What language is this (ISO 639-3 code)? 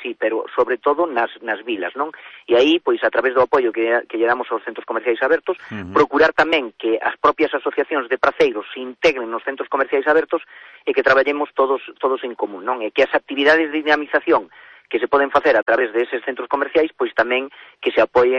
glg